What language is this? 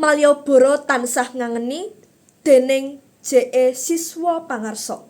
Javanese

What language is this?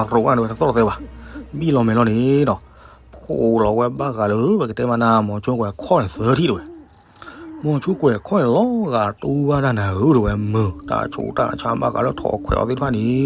S'gaw Karen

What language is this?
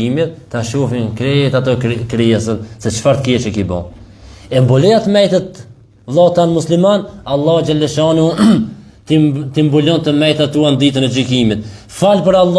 Albanian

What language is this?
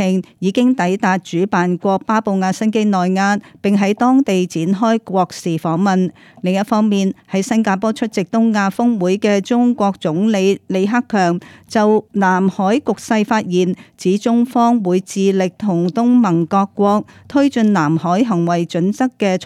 Cantonese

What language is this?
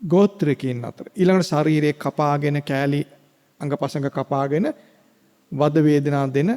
Sinhala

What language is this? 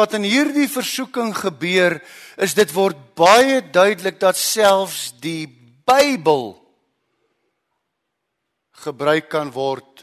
Afrikaans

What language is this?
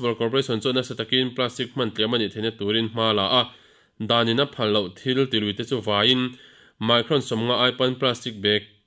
Mizo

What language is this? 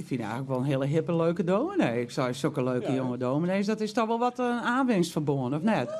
Western Frisian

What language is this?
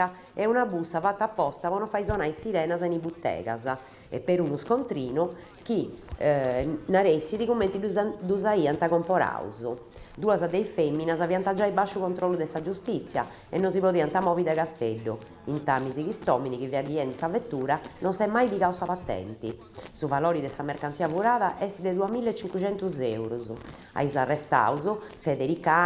Sardinian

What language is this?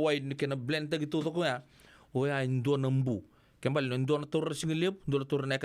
Fijian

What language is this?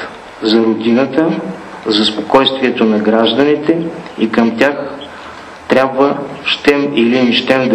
Bulgarian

